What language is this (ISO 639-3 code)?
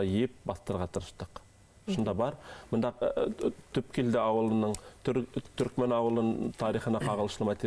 bak